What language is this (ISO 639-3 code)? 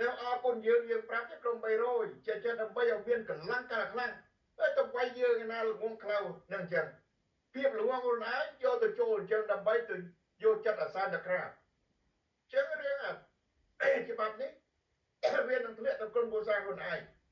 khm